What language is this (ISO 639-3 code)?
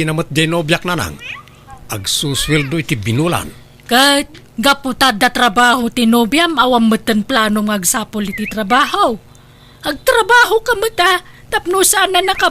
ilo